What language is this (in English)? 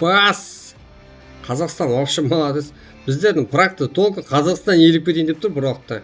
Kara-Kalpak